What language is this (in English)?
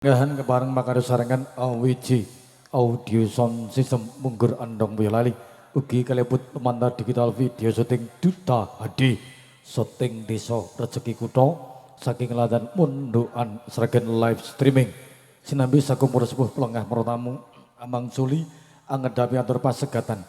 Javanese